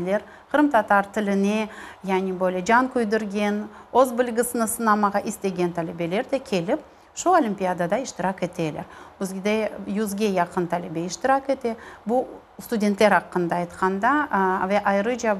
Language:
Crimean Tatar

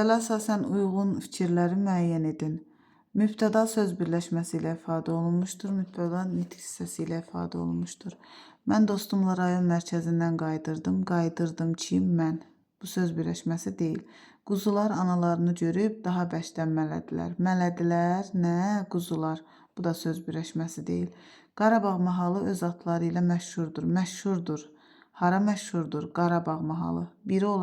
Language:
Azerbaijani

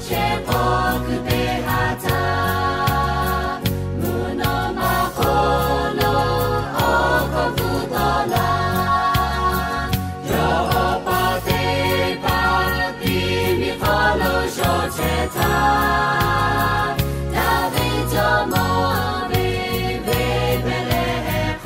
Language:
Lahu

